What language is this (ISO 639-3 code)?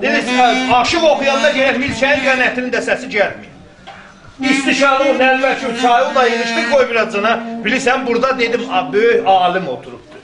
azb